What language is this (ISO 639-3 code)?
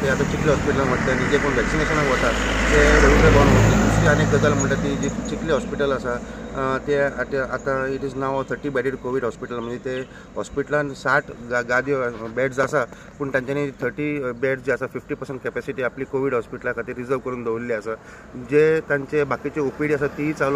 kok